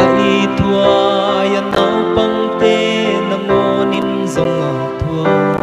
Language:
Paite Chin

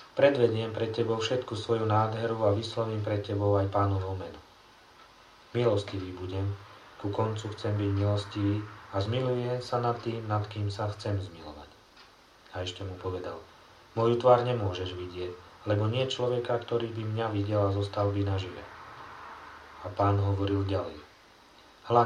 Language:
Slovak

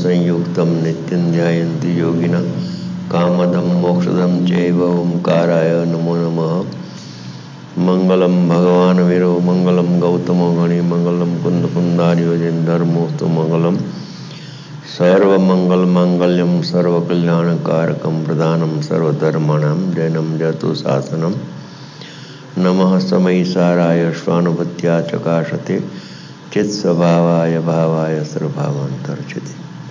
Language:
Gujarati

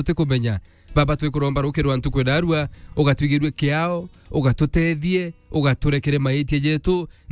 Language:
Meru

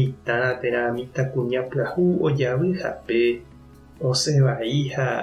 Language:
Guarani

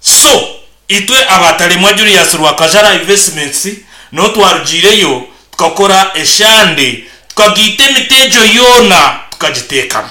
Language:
Nyankole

